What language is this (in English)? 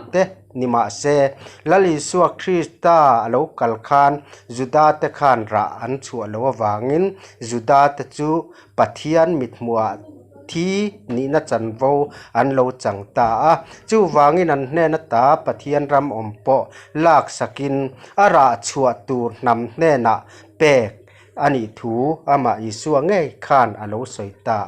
Mizo